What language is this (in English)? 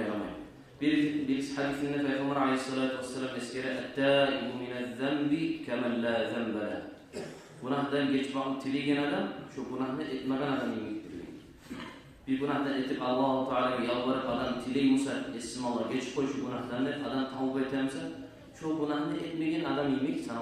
Kumyk